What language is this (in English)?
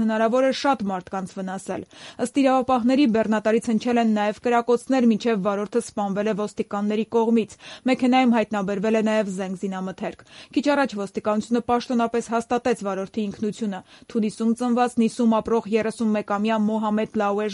Armenian